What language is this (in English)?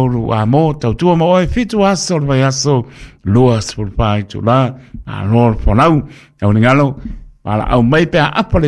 Samoan